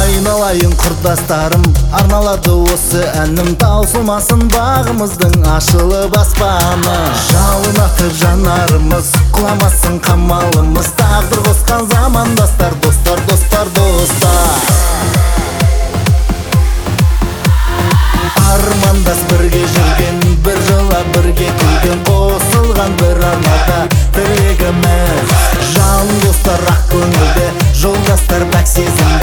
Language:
Kazakh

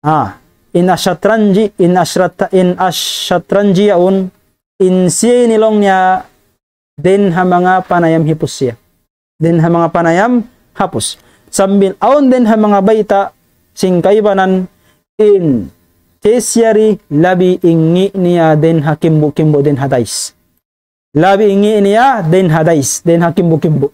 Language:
Tausug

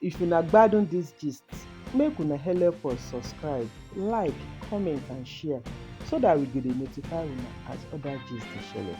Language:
Nigerian Pidgin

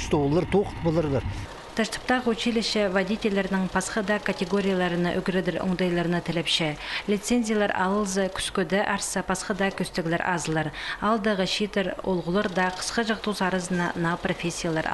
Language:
Khakas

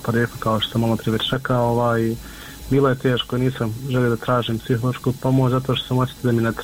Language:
Bosnian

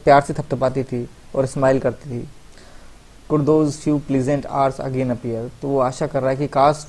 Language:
Hindi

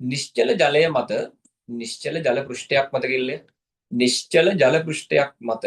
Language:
Sinhala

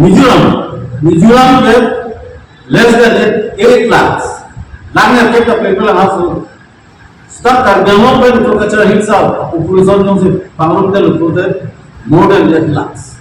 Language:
Karbi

